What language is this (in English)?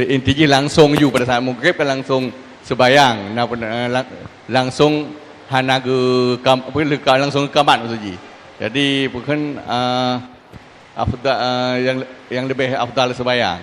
Achinese